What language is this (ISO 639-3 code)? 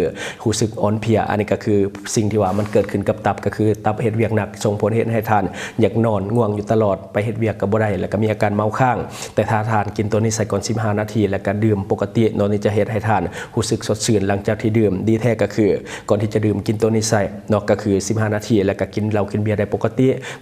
lao